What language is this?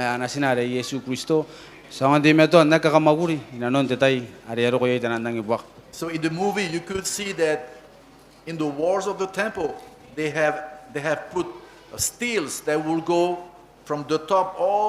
Gilbertese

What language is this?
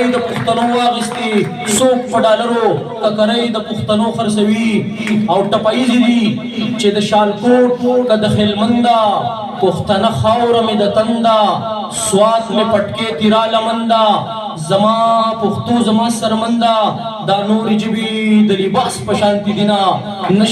Pashto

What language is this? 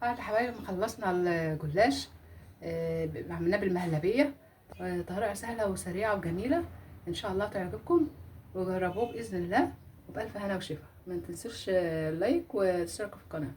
Egyptian Arabic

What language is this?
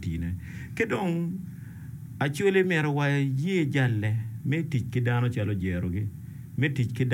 Acoli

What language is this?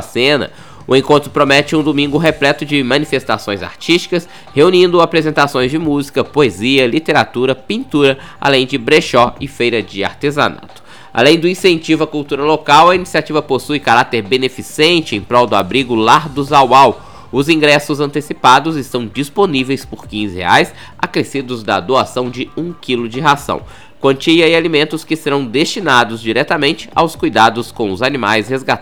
Portuguese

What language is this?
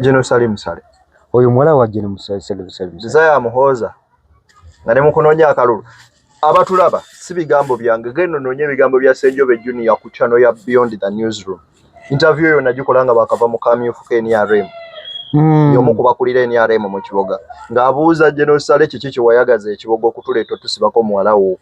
Ganda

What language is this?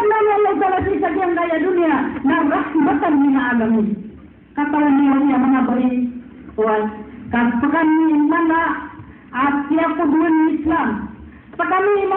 Maranao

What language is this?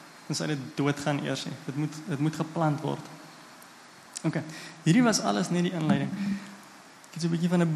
Afrikaans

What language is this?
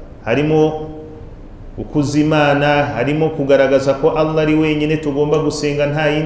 Kinyarwanda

